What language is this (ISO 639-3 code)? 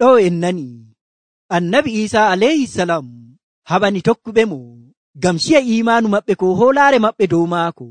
fuv